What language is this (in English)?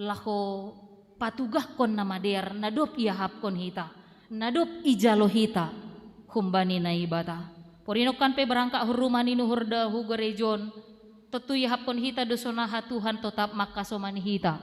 Batak Simalungun